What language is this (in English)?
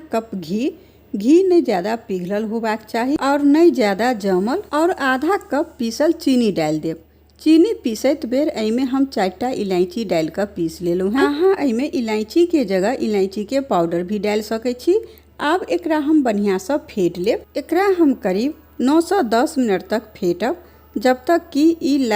Maithili